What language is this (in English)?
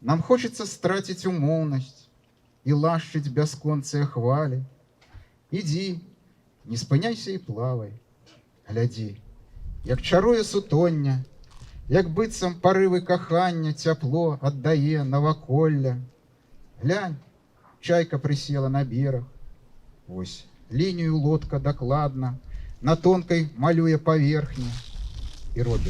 Belarusian